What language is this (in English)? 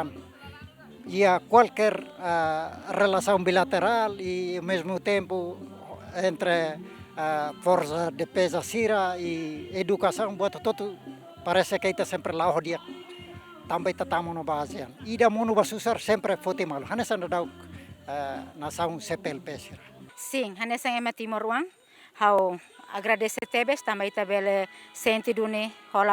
Tetum